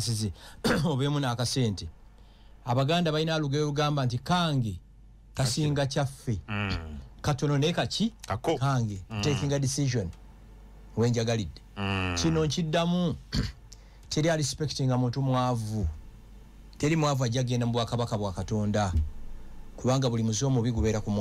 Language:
Ganda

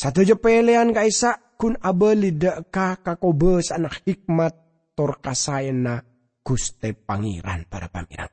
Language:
Madurese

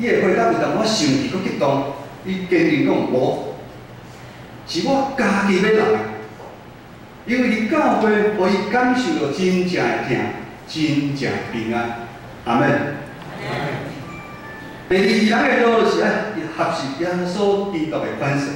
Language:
Min Nan Chinese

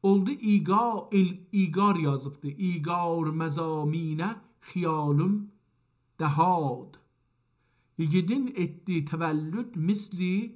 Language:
South Azerbaijani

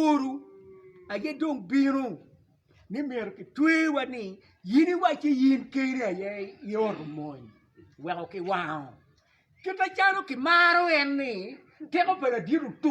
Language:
Acoli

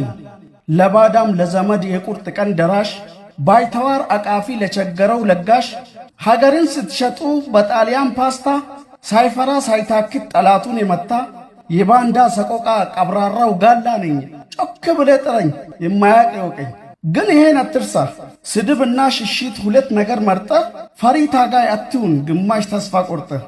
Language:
Amharic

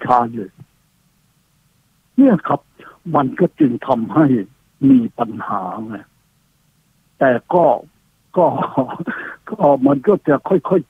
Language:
Thai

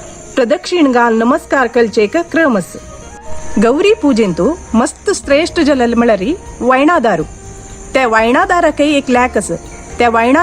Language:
Konkani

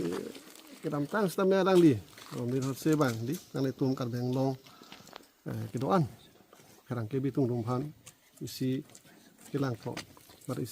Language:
Karbi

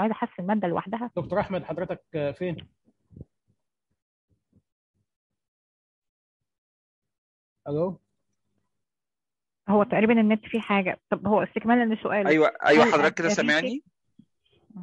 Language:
Egyptian Arabic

